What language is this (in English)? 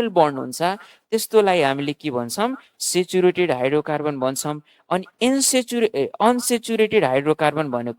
Nepali